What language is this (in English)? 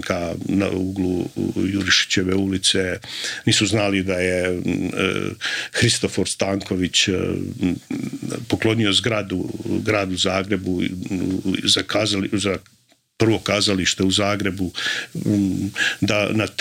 Croatian